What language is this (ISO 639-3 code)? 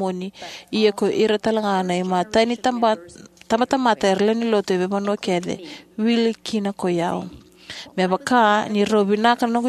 fij